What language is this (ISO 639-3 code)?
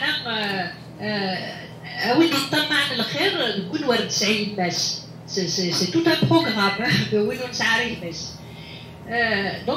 kab